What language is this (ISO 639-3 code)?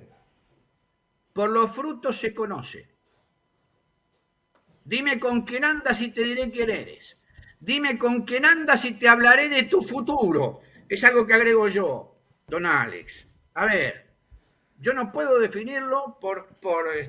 spa